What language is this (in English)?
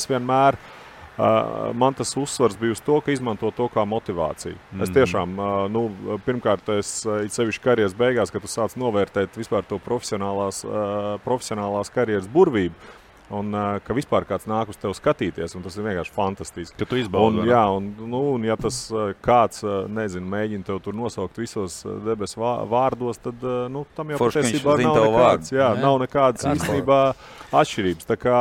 Latvian